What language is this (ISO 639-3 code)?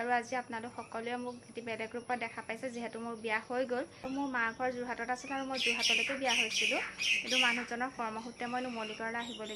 asm